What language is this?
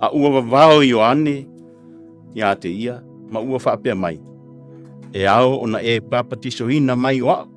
Samoan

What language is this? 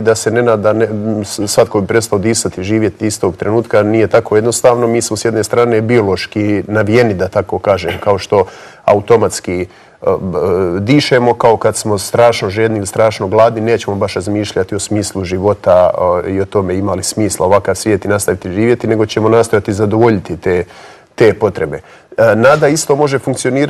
Croatian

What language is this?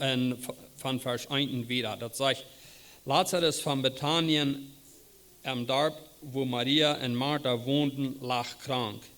Plautdietsch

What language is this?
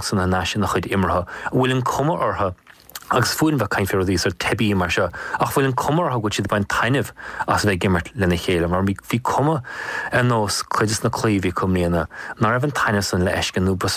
Irish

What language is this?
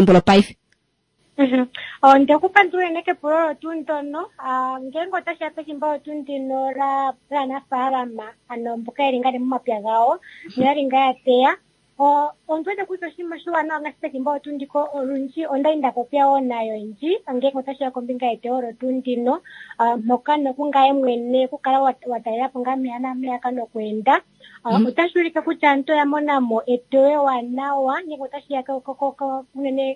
Kuanyama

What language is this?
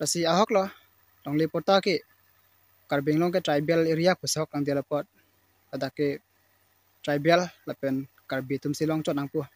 Karbi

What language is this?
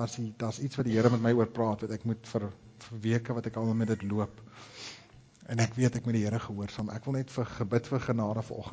Afrikaans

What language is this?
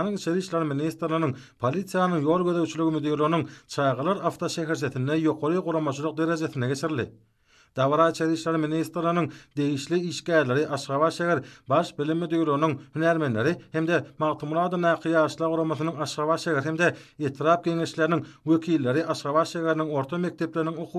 Turkmen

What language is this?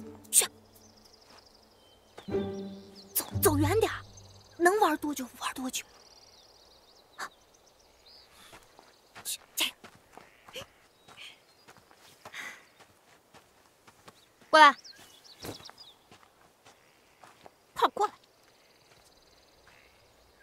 Chinese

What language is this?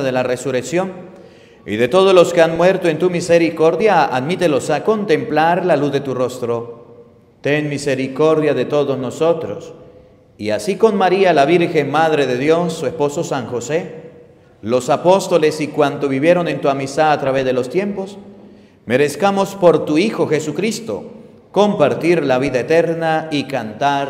Spanish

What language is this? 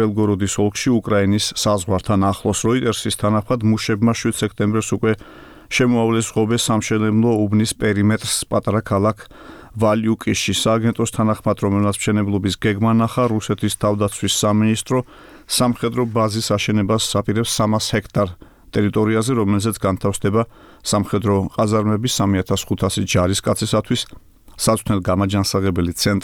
Georgian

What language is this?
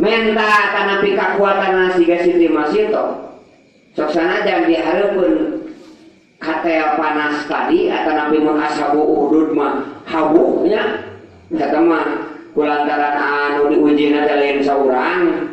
Sundanese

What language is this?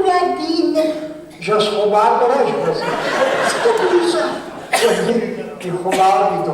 Kabardian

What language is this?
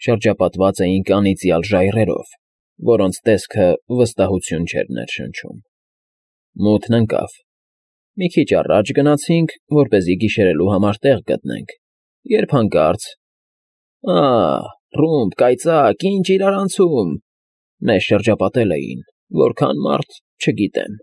Armenian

